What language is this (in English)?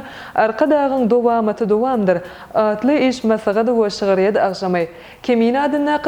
Turkmen